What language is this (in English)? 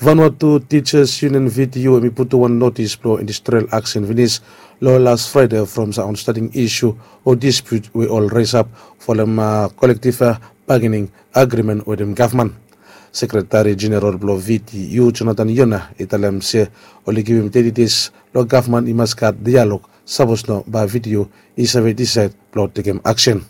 Bislama